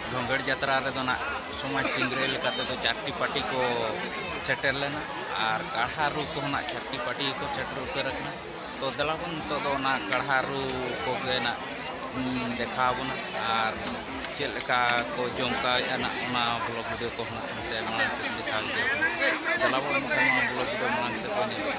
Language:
Santali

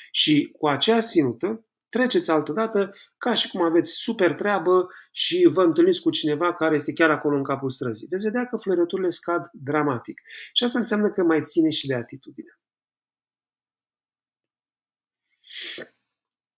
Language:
Romanian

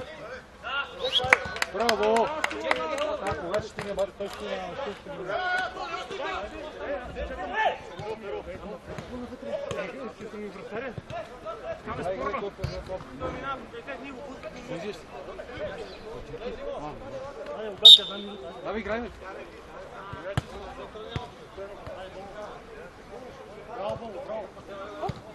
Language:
Bulgarian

